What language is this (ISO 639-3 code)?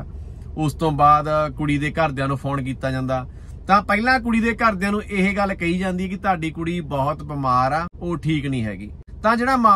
pan